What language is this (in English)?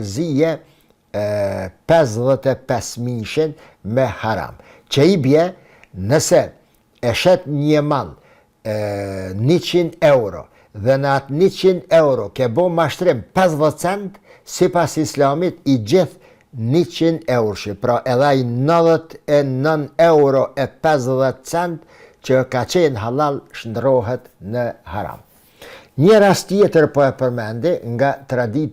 Albanian